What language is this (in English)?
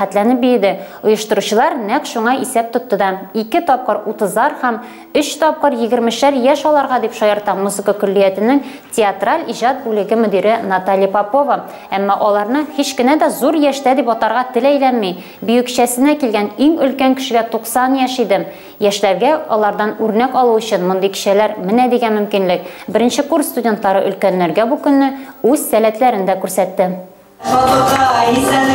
Tatar